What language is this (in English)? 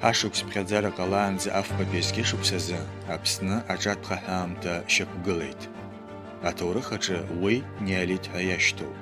Abkhazian